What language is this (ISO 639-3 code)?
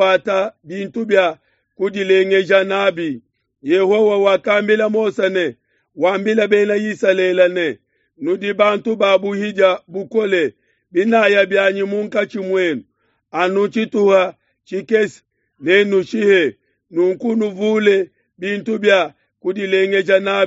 lua